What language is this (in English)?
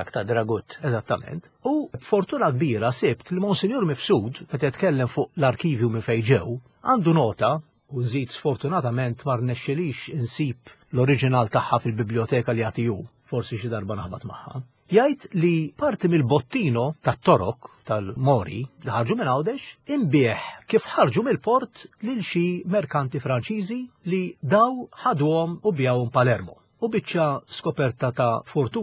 Maltese